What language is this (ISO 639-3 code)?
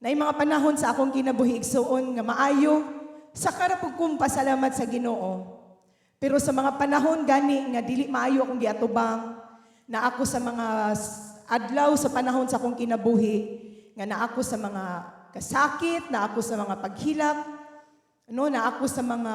ceb